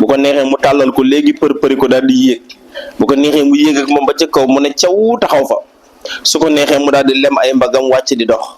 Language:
Wolof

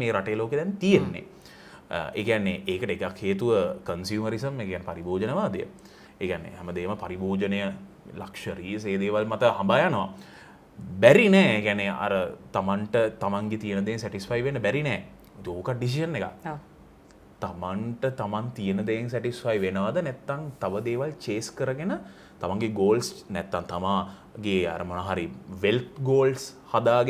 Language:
Sinhala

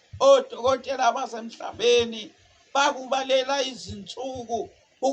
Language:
Zulu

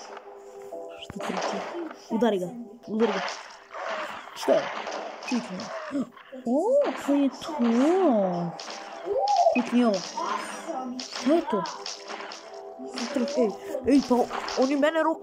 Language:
Croatian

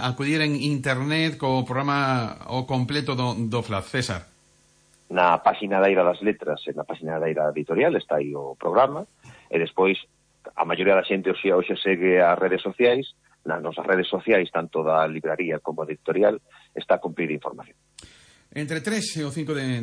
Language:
Galician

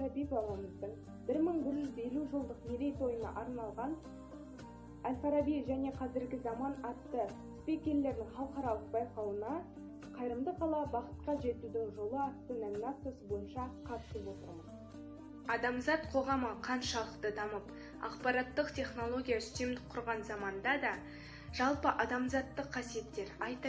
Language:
Kazakh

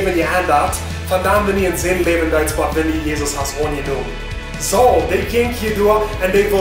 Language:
Plautdietsch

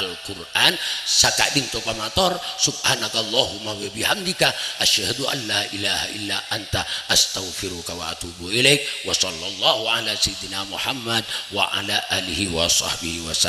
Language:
Madurese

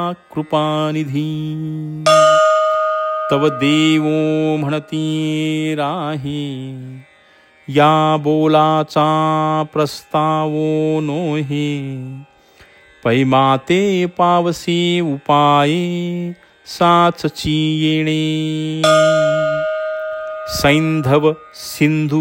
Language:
Marathi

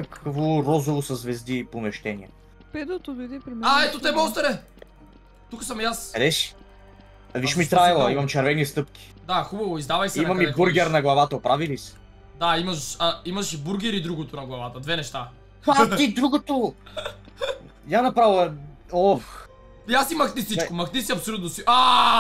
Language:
Bulgarian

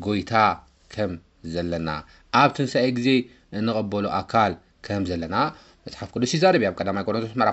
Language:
Tigrinya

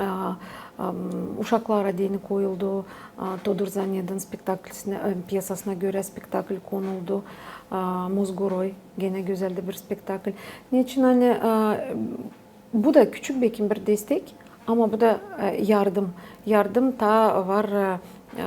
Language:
Gagauz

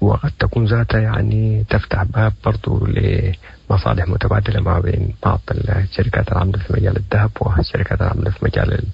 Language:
Sudanese Arabic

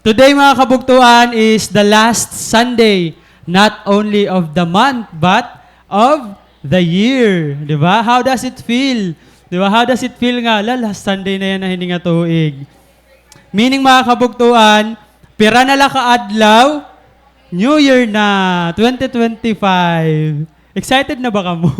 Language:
Waray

